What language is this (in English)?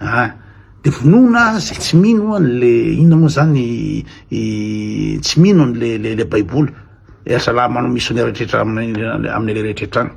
Malagasy